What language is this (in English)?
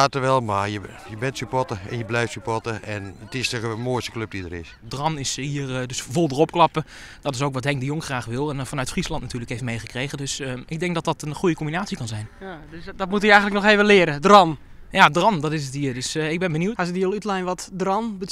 Western Frisian